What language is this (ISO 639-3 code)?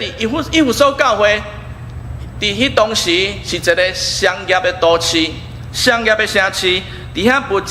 nan